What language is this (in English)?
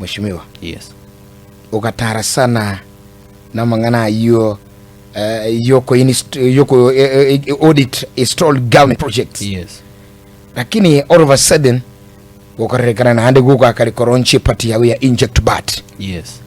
Gusii